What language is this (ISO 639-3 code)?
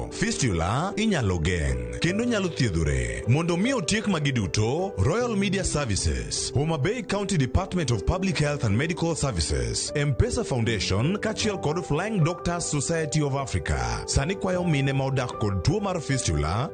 luo